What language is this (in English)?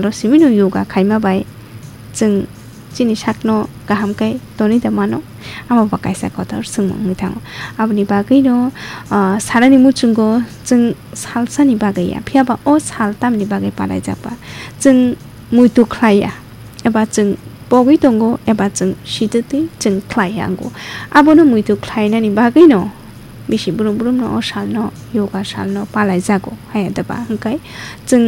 Kok Borok